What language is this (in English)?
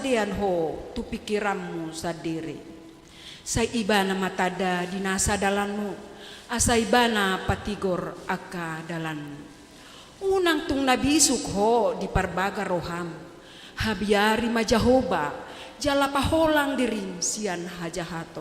Batak Toba